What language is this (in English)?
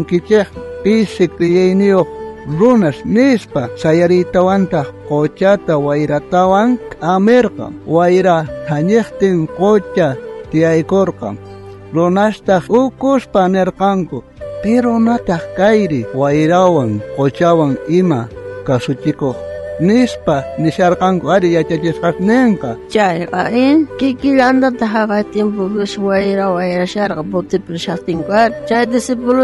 South Bolivian Quechua